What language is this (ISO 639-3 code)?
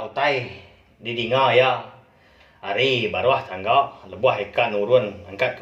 iba